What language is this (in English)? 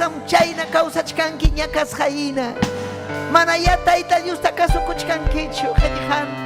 Ayacucho Quechua